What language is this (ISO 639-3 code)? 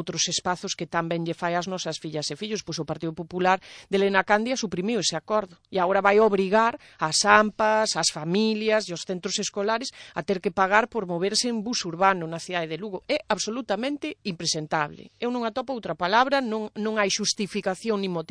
glg